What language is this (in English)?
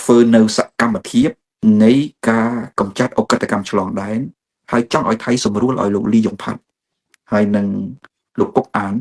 Khmer